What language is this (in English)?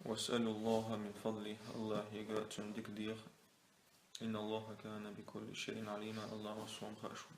Chechen